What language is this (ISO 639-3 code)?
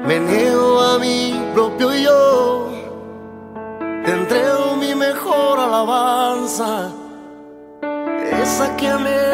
spa